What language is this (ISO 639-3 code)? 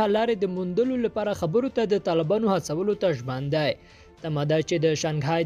pus